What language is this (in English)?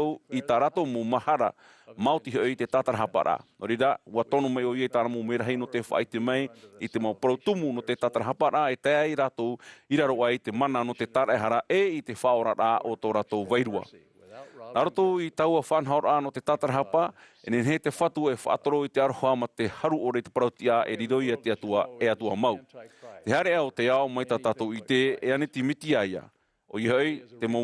Tahitian